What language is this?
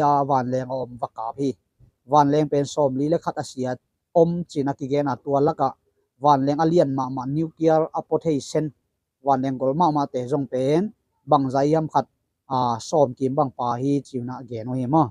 Tedim Chin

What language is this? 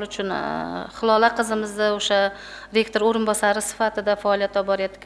Uzbek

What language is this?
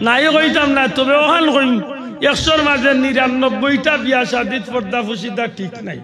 Sylheti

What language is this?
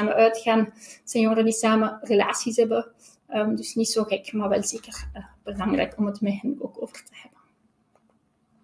Dutch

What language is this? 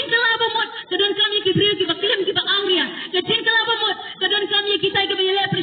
Khasi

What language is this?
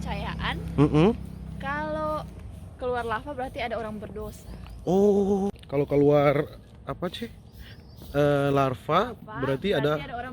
Manado Malay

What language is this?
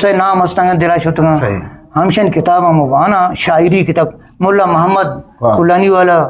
Eastern Balochi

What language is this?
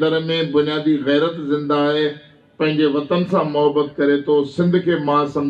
Sindhi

